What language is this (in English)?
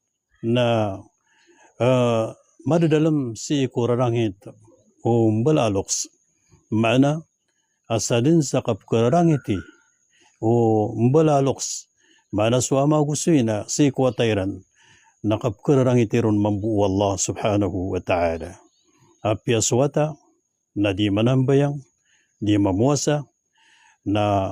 Maranao